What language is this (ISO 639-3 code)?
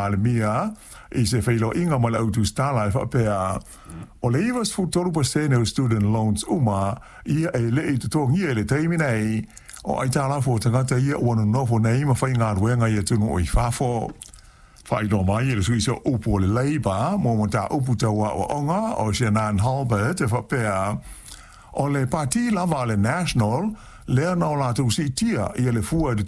smo